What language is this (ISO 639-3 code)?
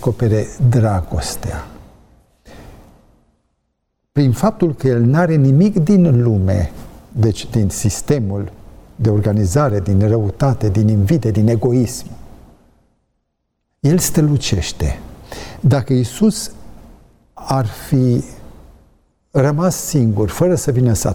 ron